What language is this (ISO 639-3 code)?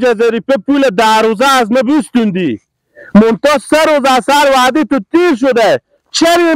fas